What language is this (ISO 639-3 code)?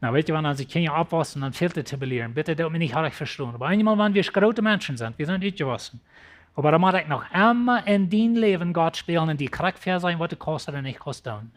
pdt